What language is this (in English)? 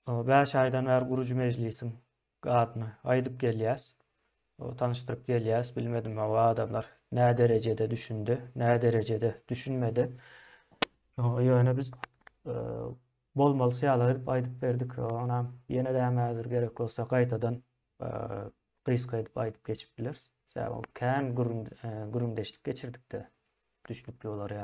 Turkmen